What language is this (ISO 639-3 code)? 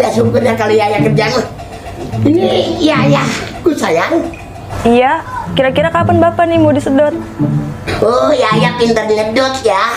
bew